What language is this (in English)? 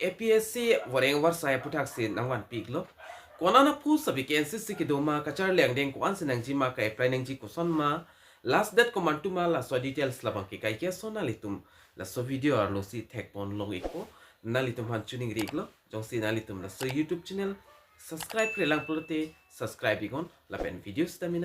Karbi